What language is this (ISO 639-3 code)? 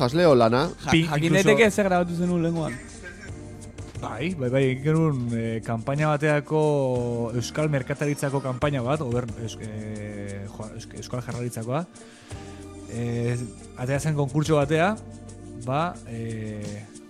eus